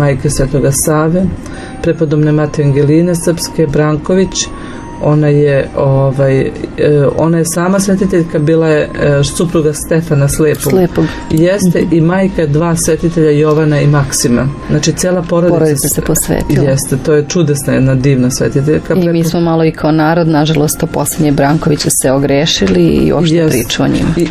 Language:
Serbian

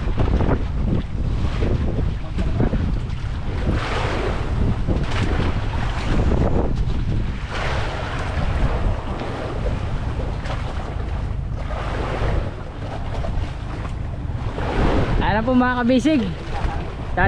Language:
Filipino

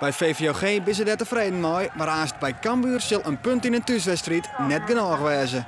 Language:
Western Frisian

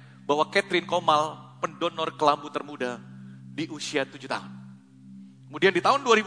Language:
Indonesian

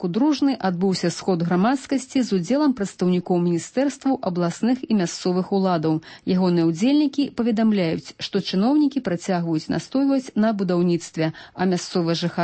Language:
Belarusian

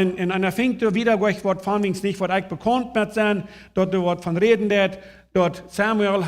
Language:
Plautdietsch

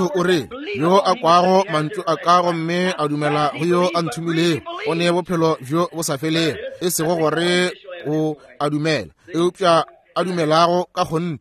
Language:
Northern Sotho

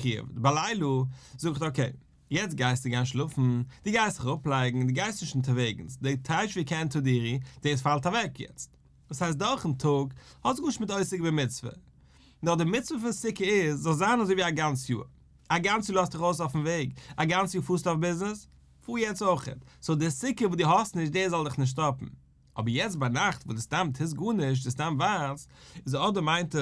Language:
Yiddish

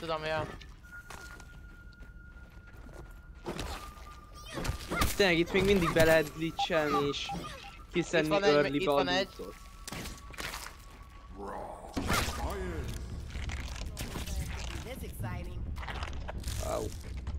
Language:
Hungarian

